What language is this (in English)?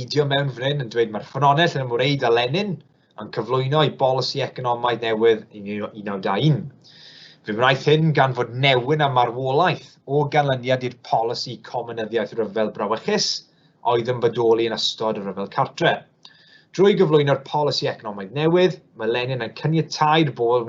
Welsh